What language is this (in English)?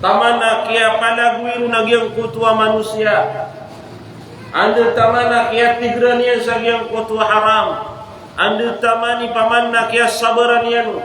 Maranao